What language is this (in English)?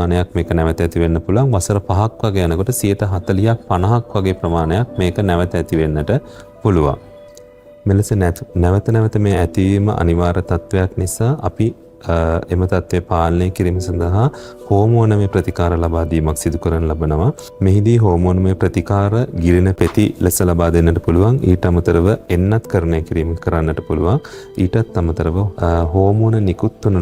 Sinhala